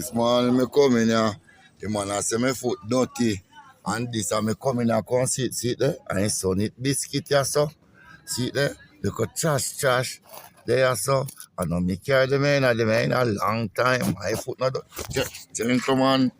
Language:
Jamaican Creole English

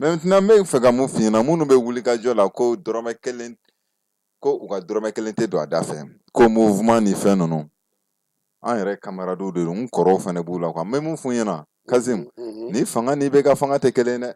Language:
Bambara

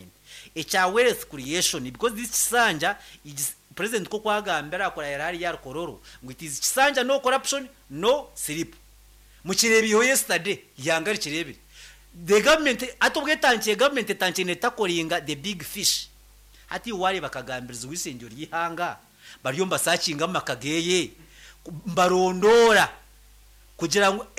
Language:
Nyankole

